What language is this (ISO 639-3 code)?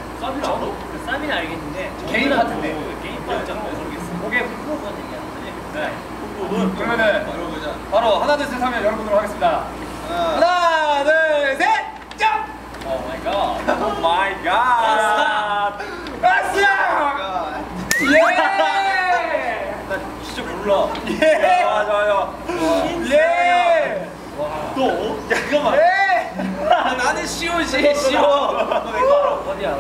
kor